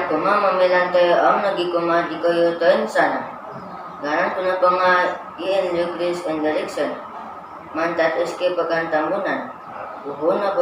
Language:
Central Dusun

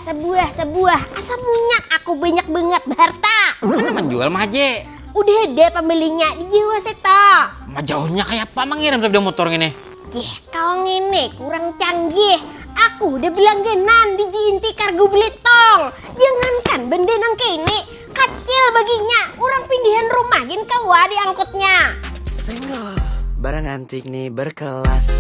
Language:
Banjar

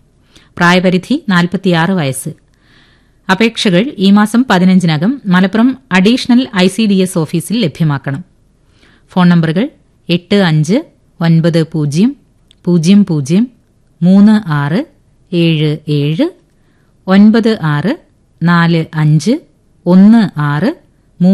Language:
Malayalam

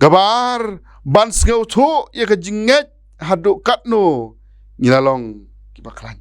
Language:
Khasi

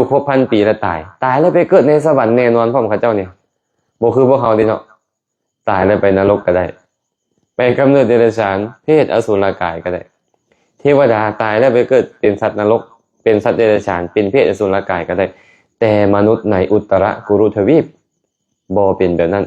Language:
Lao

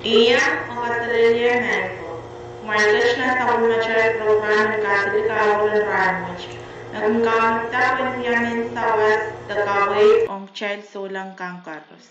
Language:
Pohnpeian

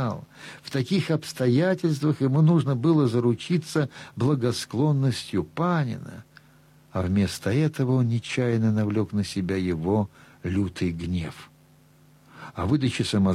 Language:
Russian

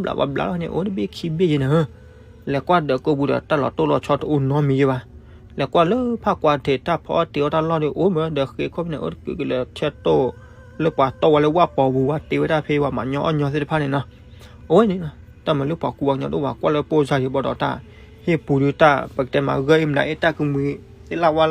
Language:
S'gaw Karen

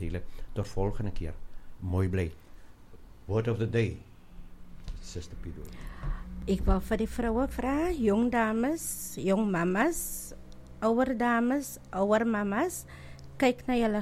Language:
Afrikaans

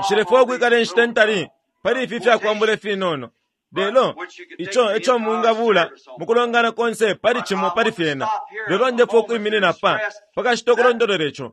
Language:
Bemba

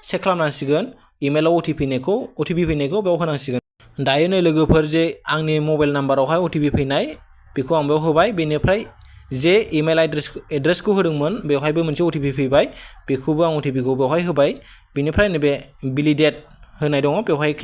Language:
Bodo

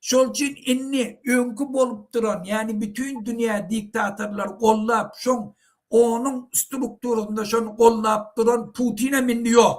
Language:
Turkmen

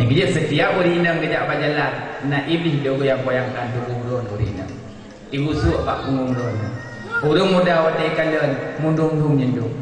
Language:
Achinese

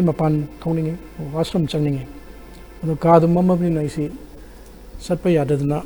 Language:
Manipuri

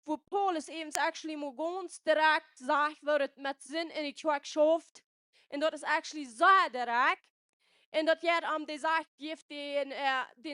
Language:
Plautdietsch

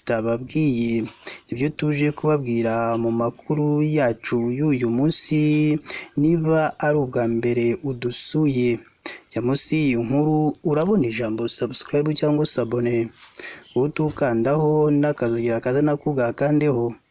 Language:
Kinyarwanda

